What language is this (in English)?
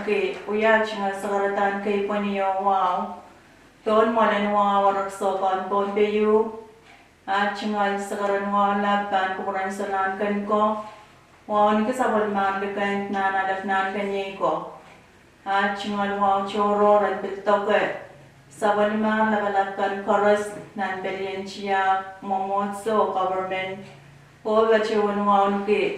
Pohnpeian